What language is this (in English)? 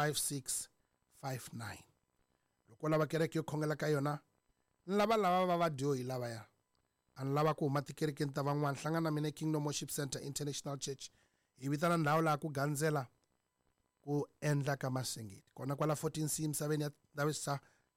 Tsonga